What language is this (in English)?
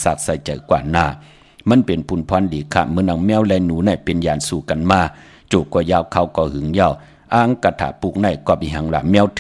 Shan